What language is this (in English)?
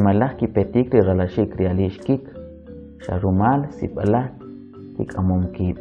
Kʼicheʼ